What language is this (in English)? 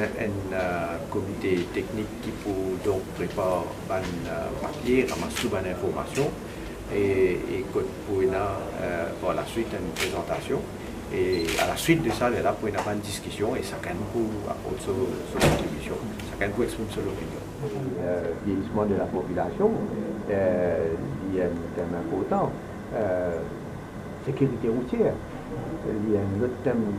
Morisyen